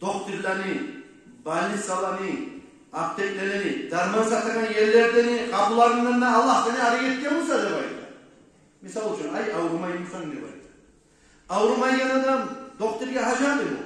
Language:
Kumyk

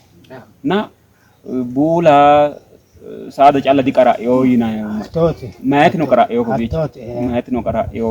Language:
Sidamo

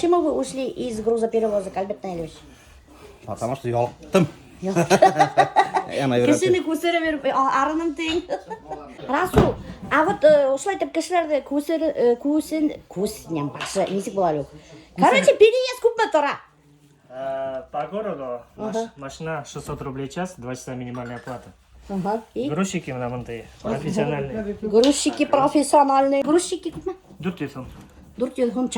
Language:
Bashkir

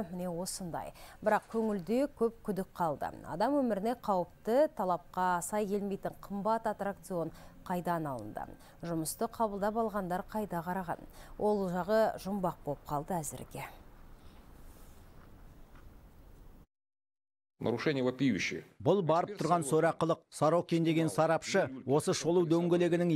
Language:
Kazakh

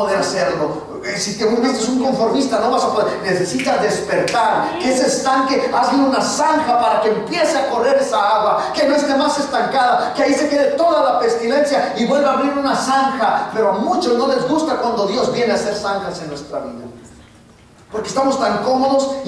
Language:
Spanish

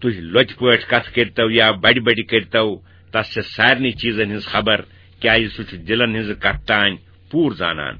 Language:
Kashmiri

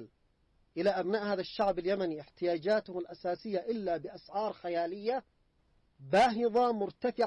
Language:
Arabic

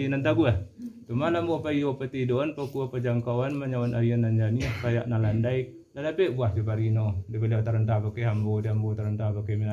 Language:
Minangkabau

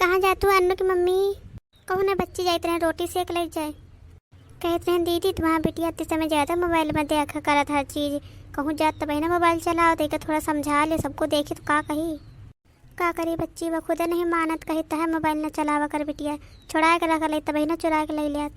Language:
Awadhi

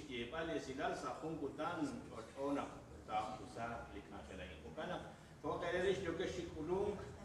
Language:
Kekchí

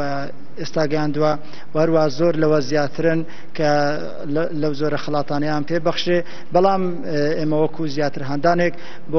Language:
Central Kurdish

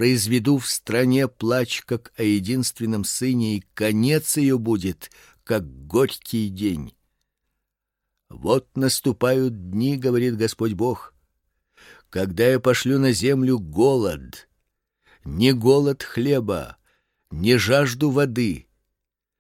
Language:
Russian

